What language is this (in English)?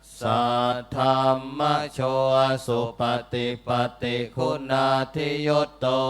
Pali